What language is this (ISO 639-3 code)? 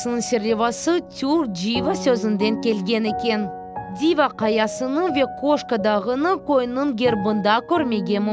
crh